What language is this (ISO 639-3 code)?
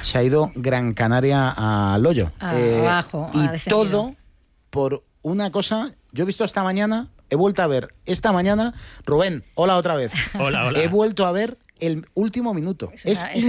spa